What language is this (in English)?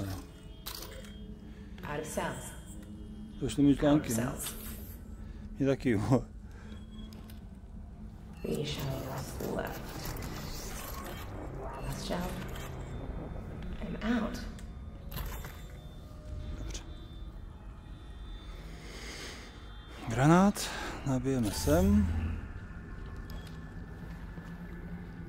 Czech